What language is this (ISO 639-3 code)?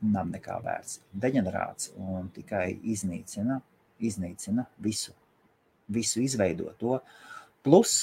lav